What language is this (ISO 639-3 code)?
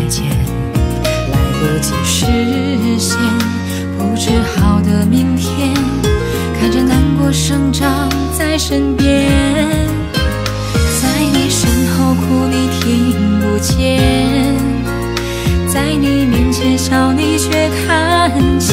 zho